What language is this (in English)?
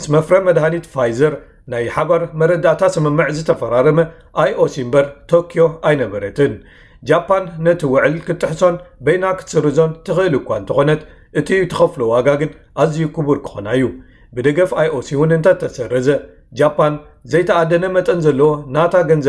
Tigrinya